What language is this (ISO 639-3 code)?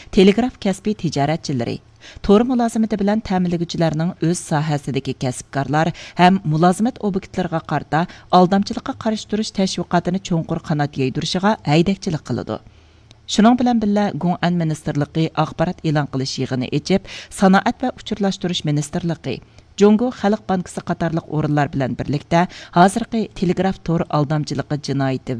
uig